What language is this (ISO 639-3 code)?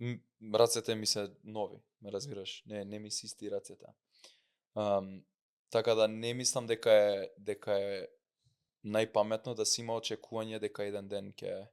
mkd